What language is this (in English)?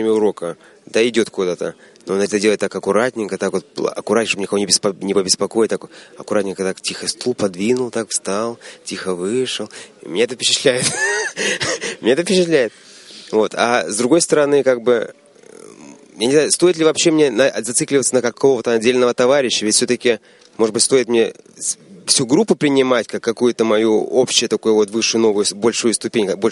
Russian